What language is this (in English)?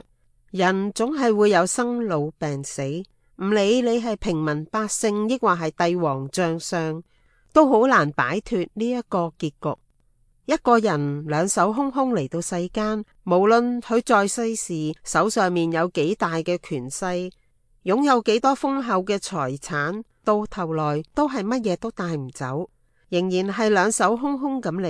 Cantonese